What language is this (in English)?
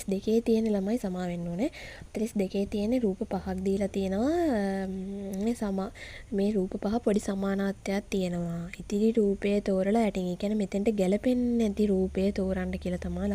Sinhala